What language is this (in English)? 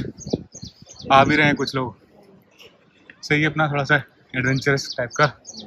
Hindi